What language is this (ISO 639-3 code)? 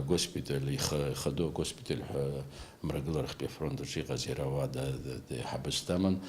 abk